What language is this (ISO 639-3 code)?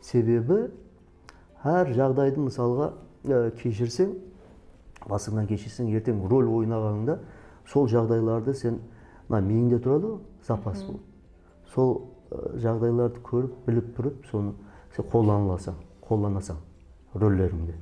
kaa